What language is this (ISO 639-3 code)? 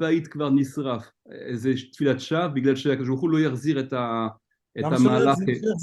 heb